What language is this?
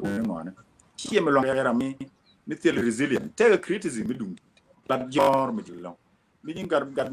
Nuer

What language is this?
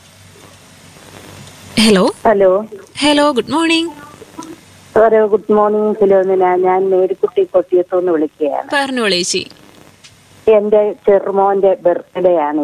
Malayalam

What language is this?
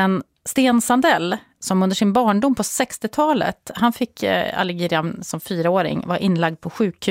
Swedish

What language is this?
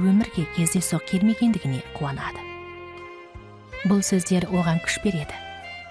Kazakh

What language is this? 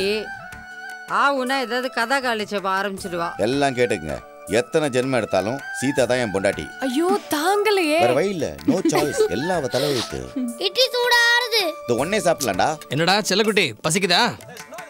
Tamil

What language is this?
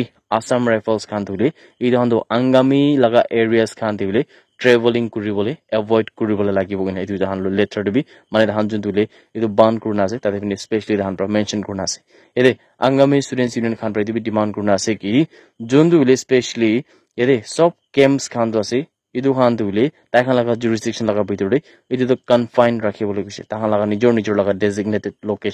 Naga Pidgin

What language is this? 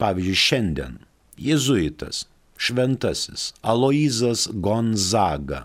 Lithuanian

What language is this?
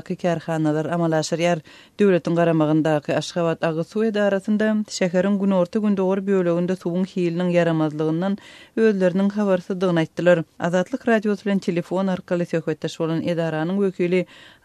Turkmen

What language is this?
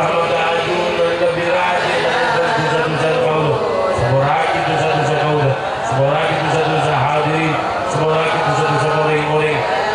Madurese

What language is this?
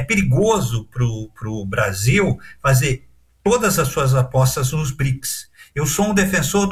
Portuguese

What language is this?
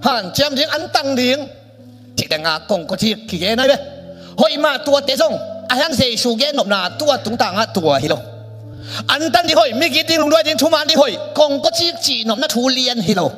Tedim Chin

